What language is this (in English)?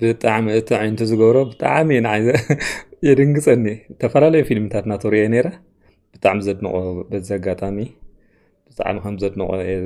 Tigrinya